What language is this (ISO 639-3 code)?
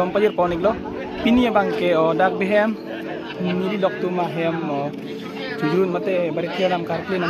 mjw